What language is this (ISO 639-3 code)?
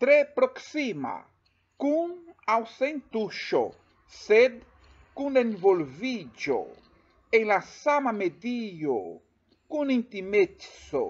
epo